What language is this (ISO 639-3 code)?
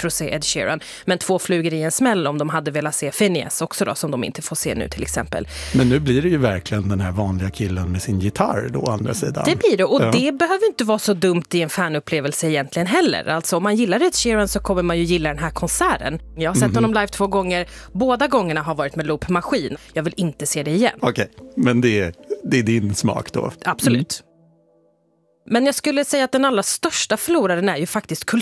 swe